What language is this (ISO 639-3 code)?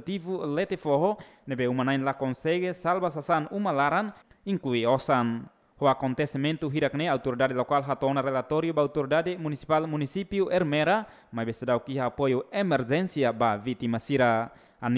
tet